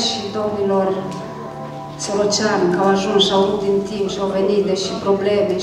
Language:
Romanian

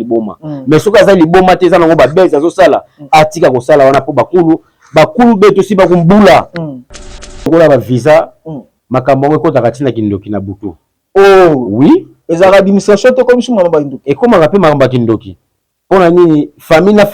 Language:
Lingala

